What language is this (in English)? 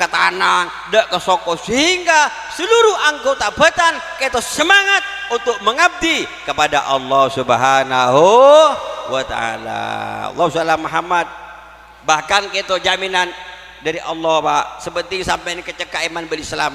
Madurese